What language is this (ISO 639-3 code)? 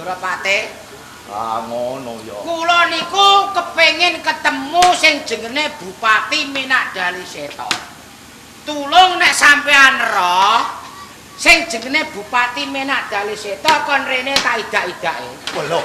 jav